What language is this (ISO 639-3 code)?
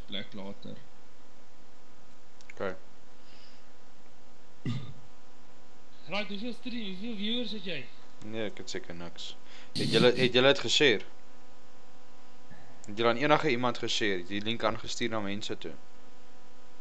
afr